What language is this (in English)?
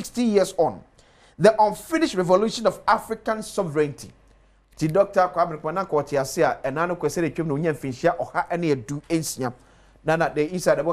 Akan